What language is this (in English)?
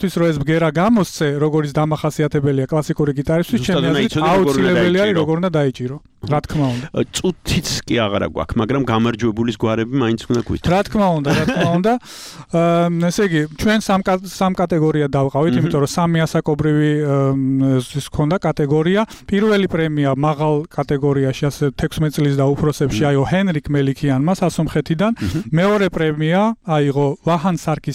Georgian